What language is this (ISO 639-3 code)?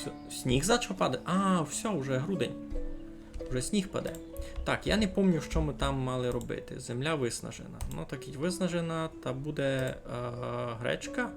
rue